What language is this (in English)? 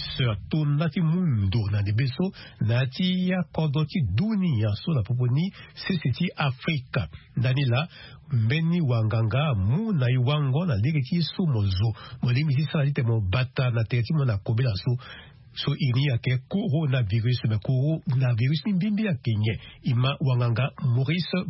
Sango